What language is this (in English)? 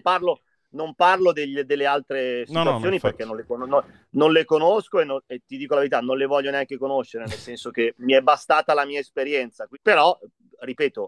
Italian